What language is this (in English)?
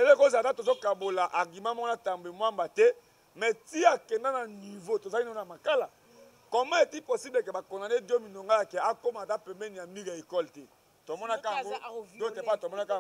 Lingala